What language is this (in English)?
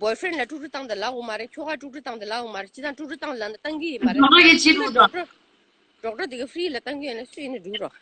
Tibetan